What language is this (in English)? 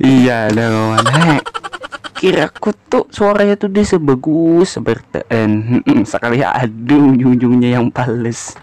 Banjar